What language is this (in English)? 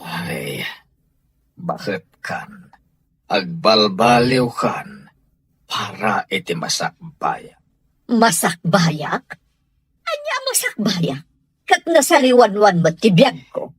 Iloko